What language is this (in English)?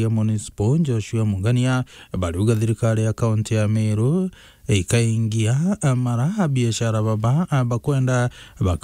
Meru